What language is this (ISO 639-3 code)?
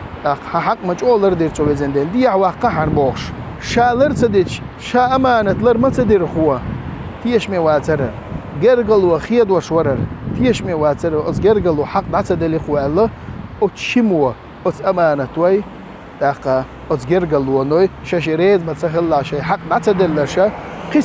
che